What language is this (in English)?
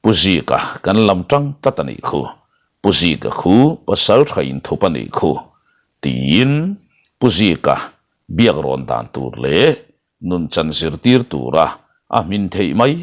Mizo